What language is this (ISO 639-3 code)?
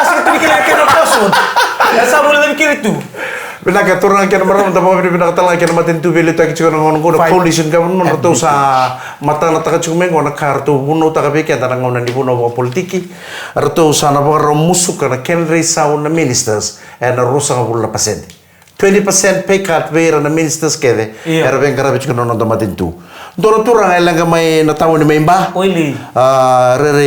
fij